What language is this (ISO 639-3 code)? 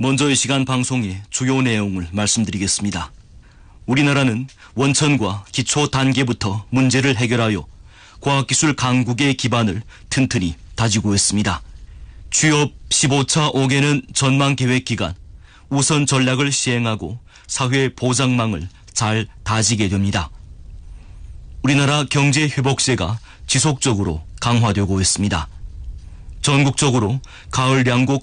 kor